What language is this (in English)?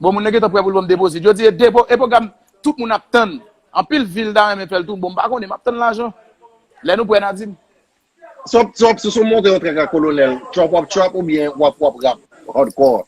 Haitian Creole